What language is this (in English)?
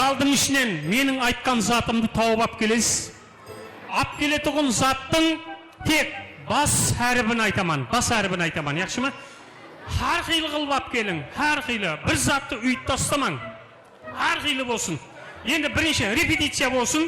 Kara-Kalpak